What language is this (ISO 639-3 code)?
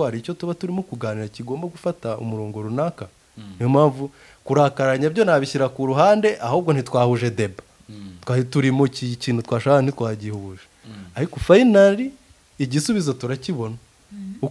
kin